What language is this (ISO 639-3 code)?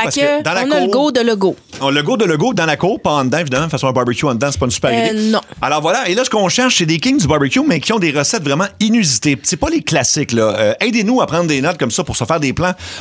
fra